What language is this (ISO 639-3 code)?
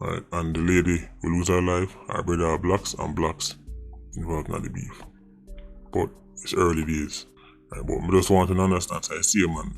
jam